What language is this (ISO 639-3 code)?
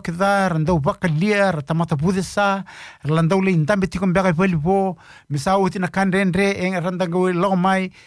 fij